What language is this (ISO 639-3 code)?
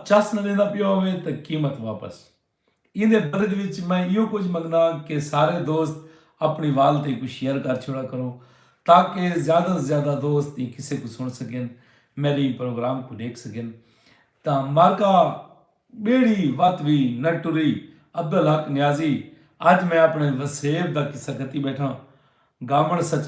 skr